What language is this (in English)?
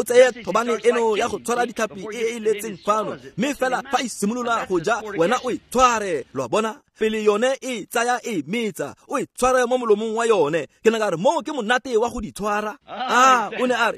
Tswana